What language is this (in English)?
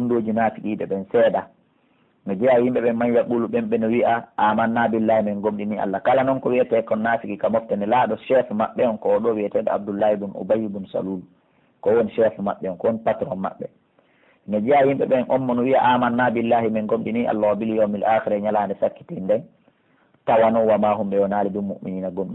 Pular